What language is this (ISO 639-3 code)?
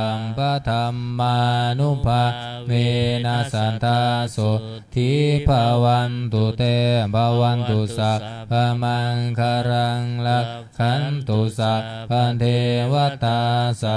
pli